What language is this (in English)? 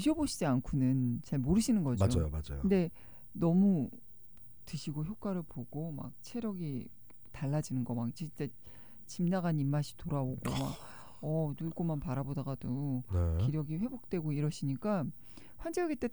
Korean